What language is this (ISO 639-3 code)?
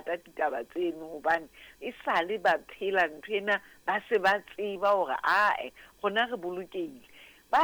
sot